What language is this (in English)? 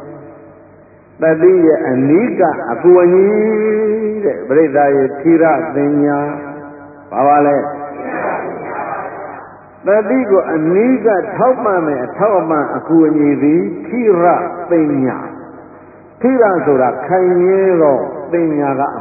Burmese